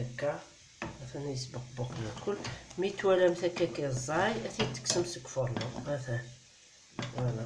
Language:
Kabyle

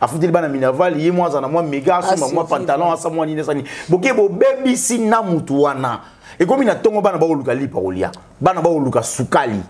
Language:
Lingala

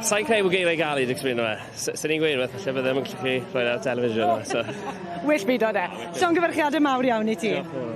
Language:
Welsh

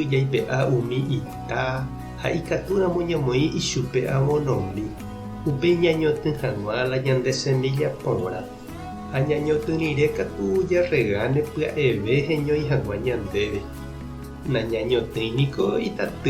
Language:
Guarani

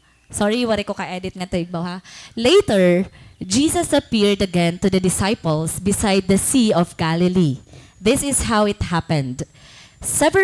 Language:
Waray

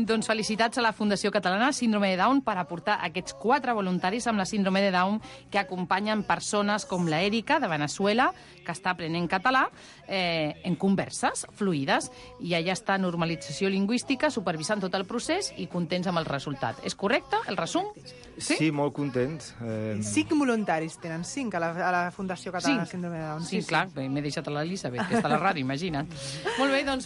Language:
Catalan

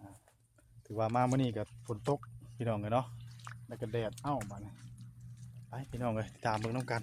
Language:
Northeastern Thai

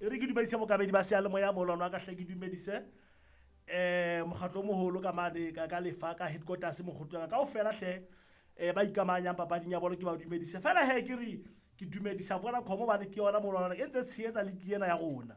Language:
Southern Sotho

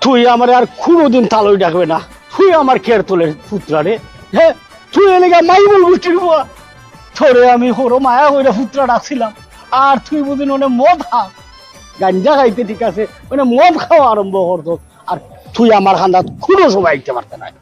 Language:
Sylheti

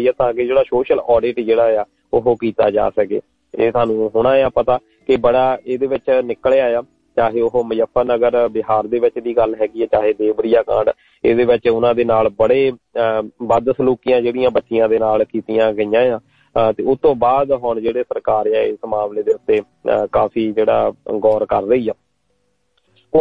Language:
Punjabi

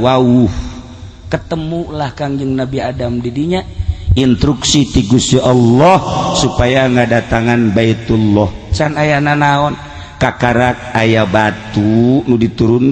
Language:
Sundanese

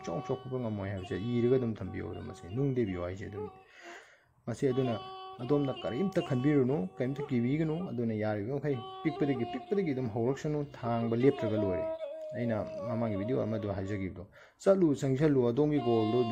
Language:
Manipuri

